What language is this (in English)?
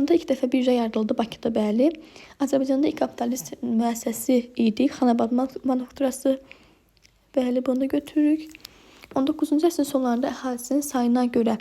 Azerbaijani